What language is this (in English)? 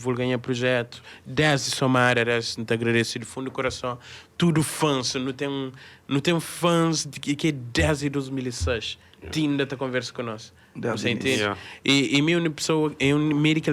Kabuverdianu